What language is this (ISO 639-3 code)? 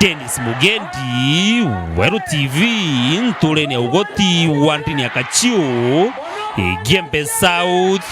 mer